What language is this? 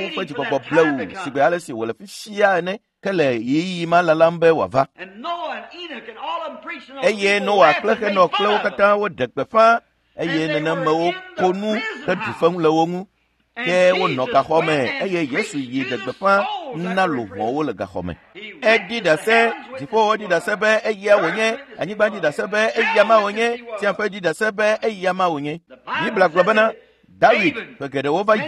Ewe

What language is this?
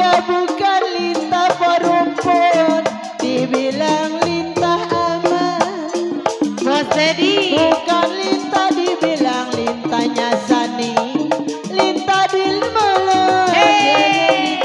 Betawi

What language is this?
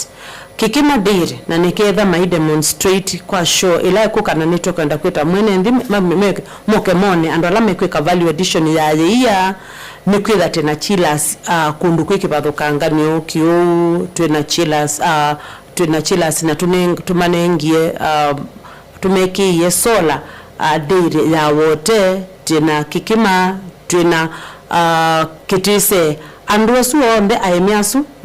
Kamba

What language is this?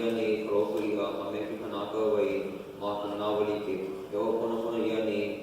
Hawaiian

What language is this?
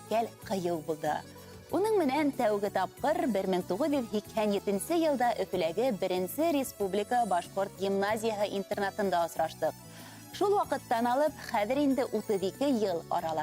Bashkir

